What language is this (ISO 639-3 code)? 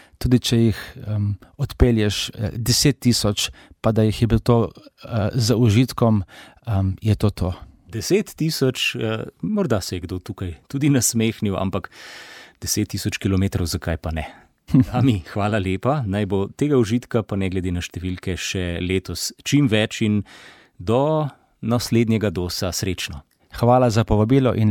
slv